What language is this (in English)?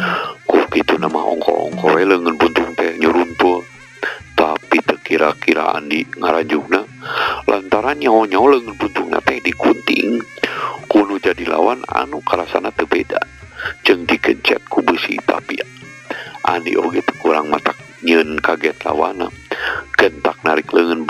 Sundanese